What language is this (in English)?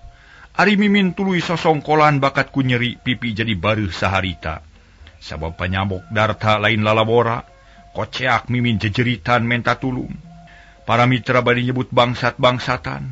Sundanese